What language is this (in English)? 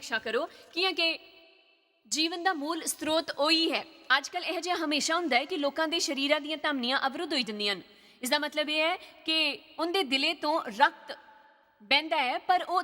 Dogri